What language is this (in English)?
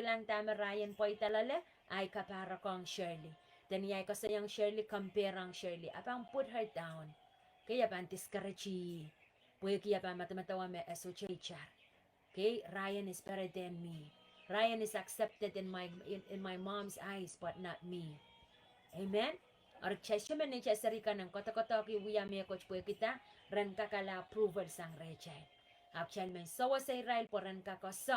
Pohnpeian